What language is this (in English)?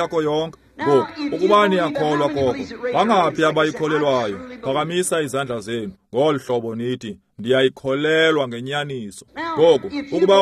Xhosa